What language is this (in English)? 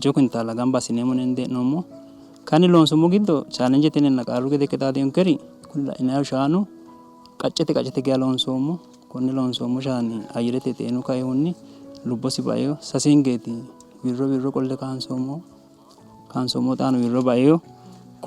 Sidamo